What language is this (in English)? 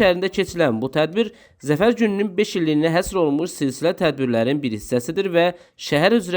Azerbaijani